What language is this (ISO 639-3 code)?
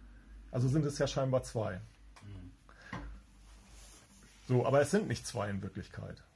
deu